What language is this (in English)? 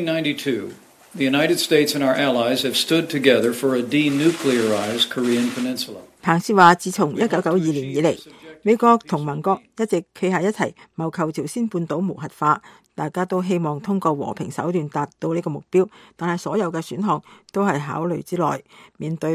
Cantonese